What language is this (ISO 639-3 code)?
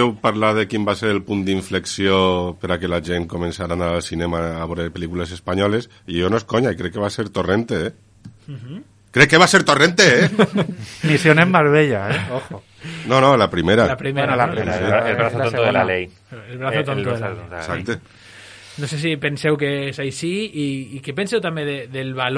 cat